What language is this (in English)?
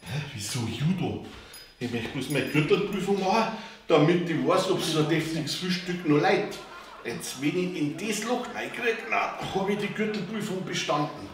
Bavarian